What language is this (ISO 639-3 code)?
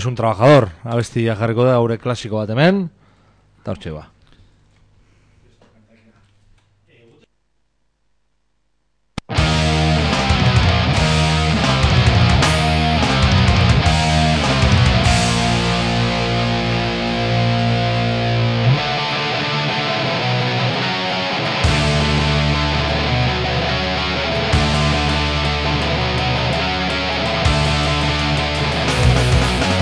eus